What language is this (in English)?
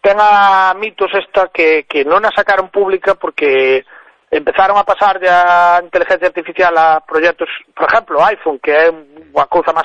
Galician